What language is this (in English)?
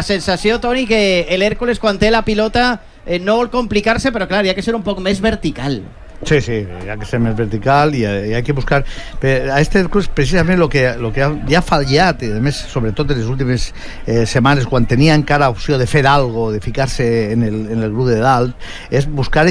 Catalan